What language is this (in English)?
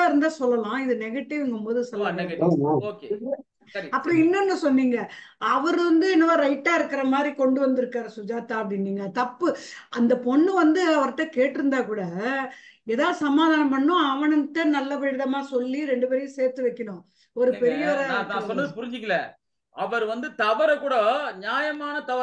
Tamil